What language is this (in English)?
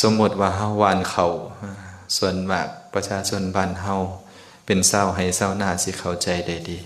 Lao